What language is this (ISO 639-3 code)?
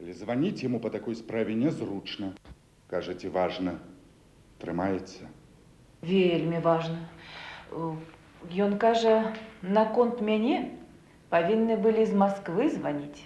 bel